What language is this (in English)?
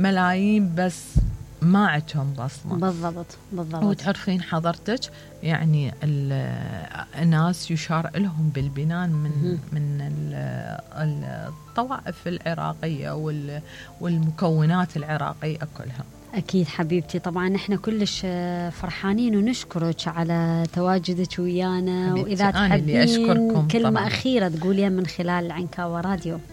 Mesopotamian Arabic